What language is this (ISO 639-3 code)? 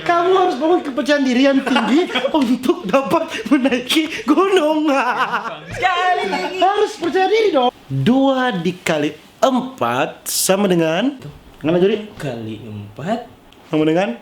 xmm